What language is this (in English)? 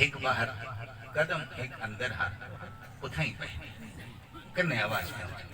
Saraiki